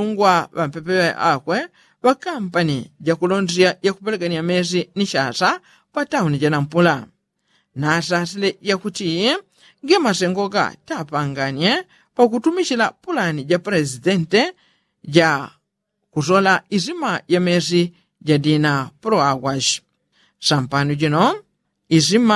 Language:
Yao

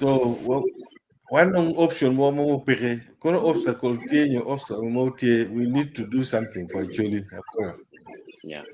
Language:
Acoli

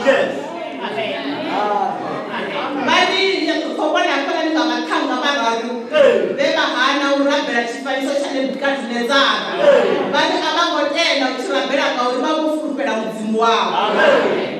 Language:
Venda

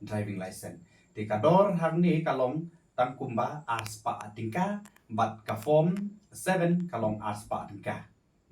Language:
Khasi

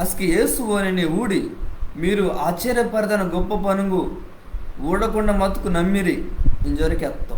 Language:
Koya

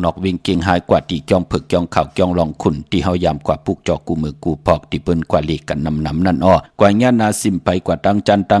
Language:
Shan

